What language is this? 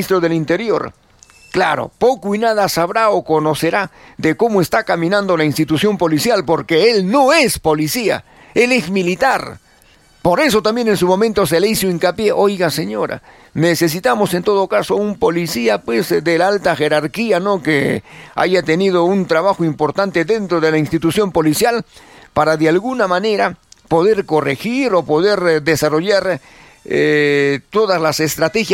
Spanish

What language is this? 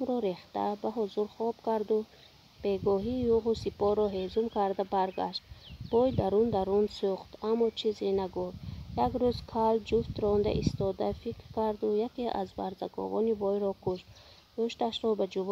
Tajik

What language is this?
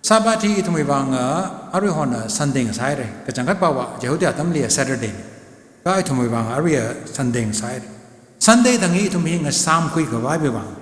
Tangkhul Naga (India)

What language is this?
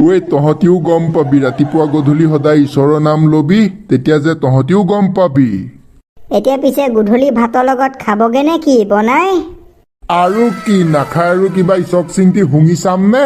Assamese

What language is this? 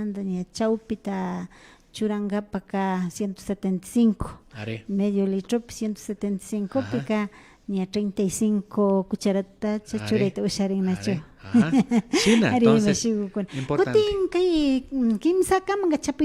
Imbabura Highland Quichua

